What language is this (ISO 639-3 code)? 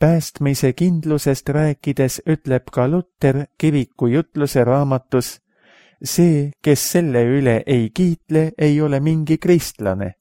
est